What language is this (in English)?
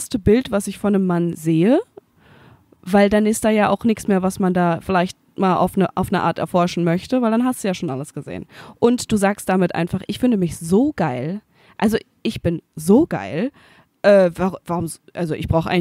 German